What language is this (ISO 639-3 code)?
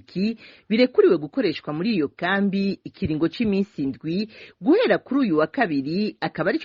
run